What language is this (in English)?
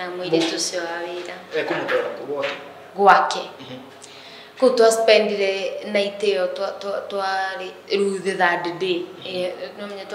Kikuyu